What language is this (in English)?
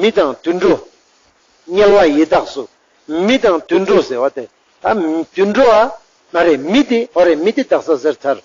Ladakhi